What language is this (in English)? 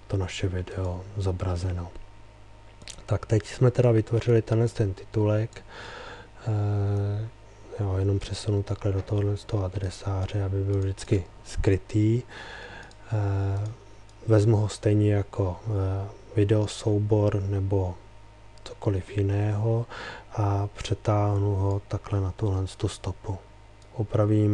Czech